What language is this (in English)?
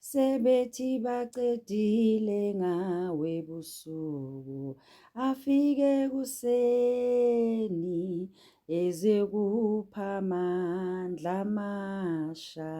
Zulu